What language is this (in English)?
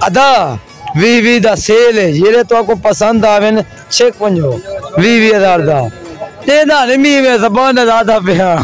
Saraiki